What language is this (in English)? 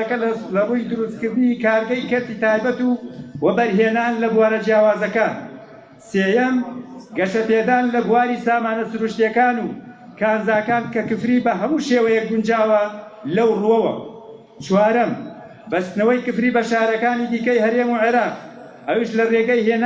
Central Kurdish